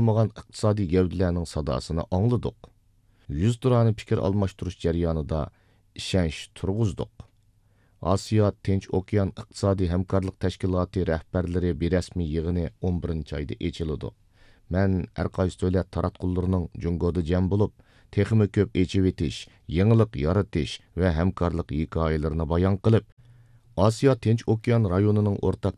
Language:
Uyghur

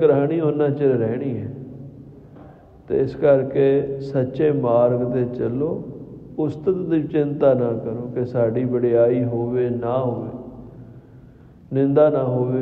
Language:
Punjabi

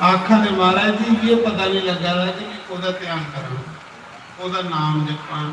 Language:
Dogri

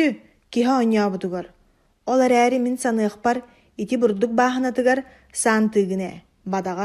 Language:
Yakut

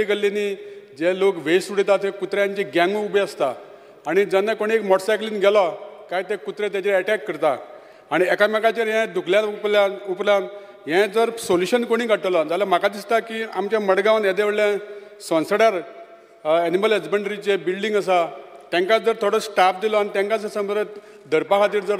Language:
Konkani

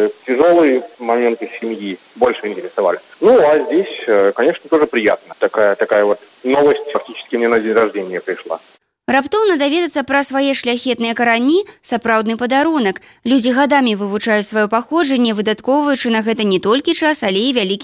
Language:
Belarusian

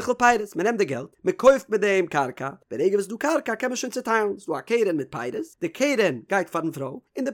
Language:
Yiddish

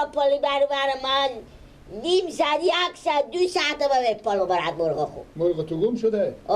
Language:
Persian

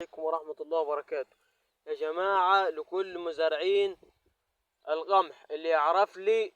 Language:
Egyptian Arabic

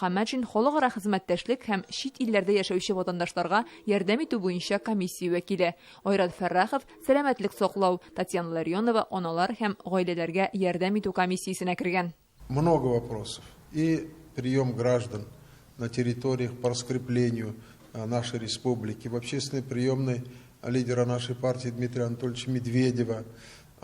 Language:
Tatar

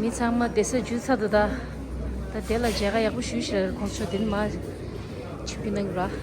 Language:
Tibetan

